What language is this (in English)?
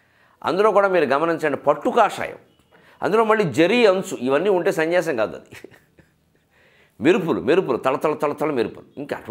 Telugu